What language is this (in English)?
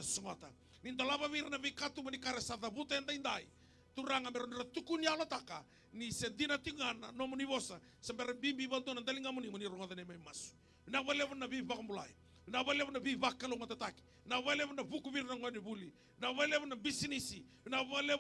Fijian